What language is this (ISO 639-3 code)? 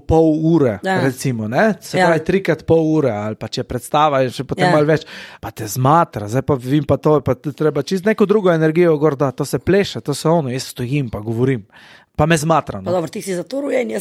slv